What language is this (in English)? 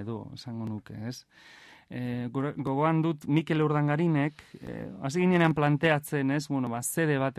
Basque